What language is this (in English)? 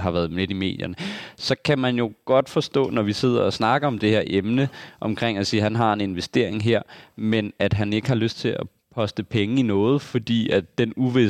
Danish